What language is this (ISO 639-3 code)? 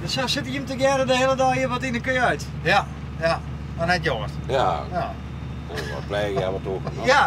fry